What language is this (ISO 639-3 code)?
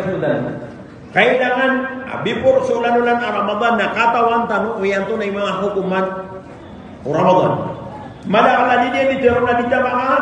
mrw